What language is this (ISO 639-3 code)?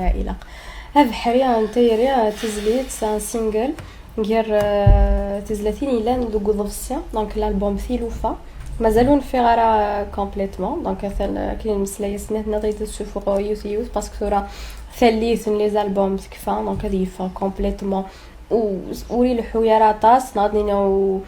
kab